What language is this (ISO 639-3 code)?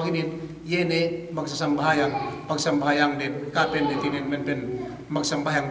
yka